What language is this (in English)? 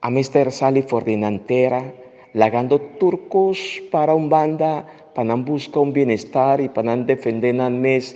Papiamento